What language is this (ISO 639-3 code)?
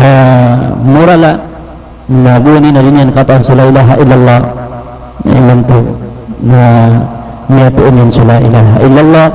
mrw